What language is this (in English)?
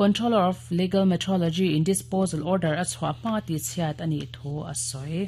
Mizo